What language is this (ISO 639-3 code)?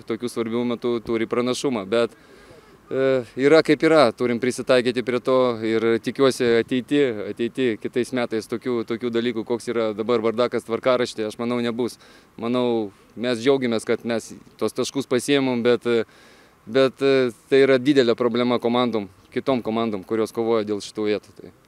lit